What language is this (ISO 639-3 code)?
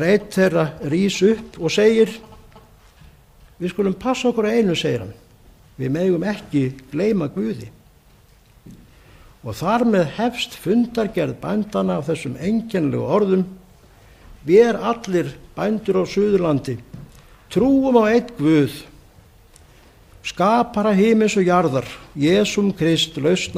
isl